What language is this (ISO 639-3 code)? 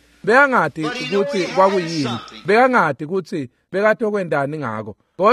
ssw